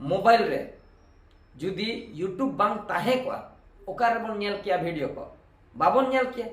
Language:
Santali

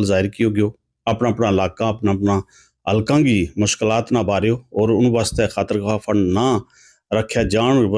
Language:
Gujari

